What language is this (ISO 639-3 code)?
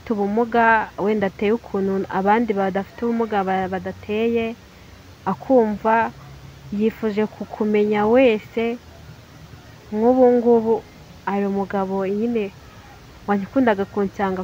kin